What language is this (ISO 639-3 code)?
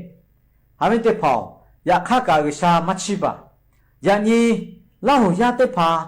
lhu